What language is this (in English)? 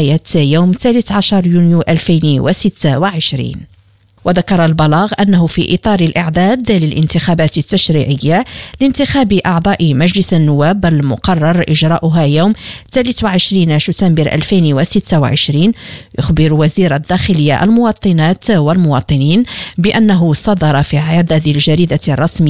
Arabic